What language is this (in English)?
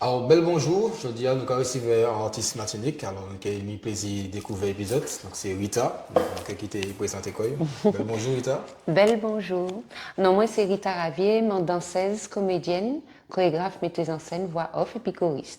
Guadeloupean Creole French